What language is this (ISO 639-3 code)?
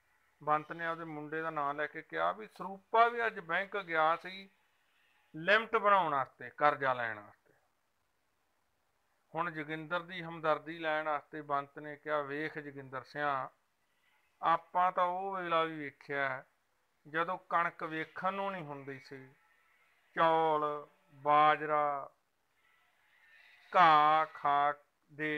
pan